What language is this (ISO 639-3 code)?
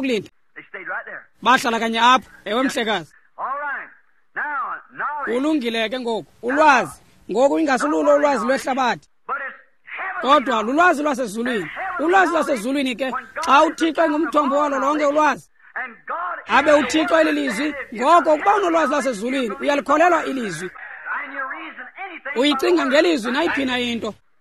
xho